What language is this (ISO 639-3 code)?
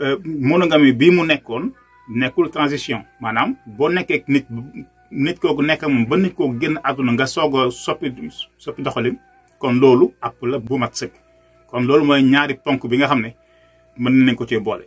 wol